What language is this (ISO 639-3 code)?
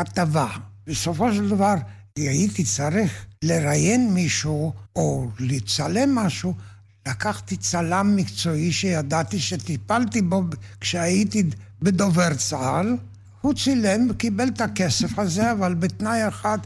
heb